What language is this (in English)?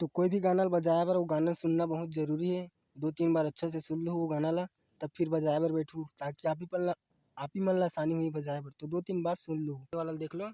Chhattisgarhi